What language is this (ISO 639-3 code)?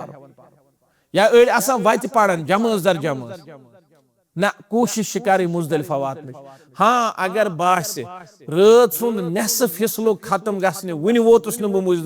kas